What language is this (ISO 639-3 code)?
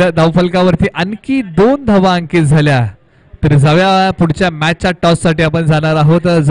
mar